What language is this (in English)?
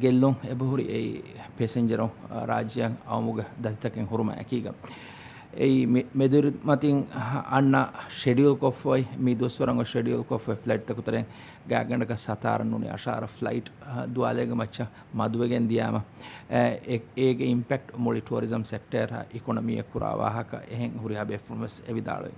Divehi